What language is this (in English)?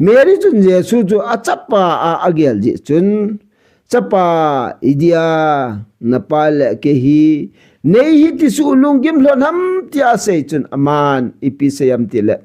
Thado Chin